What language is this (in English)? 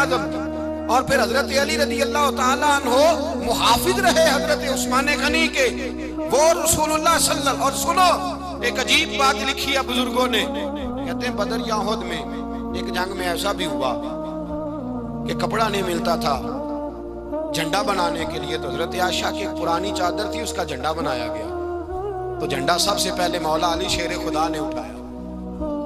Urdu